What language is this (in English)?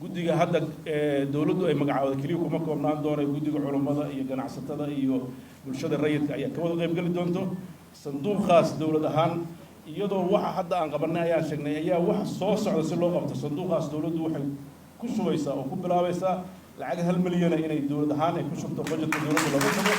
Somali